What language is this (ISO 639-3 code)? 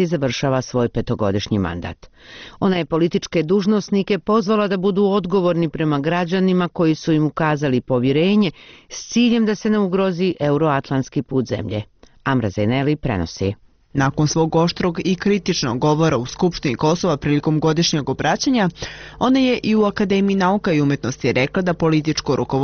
bos